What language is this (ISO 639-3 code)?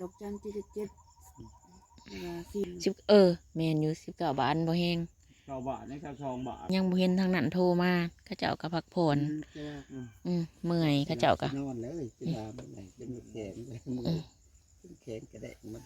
lao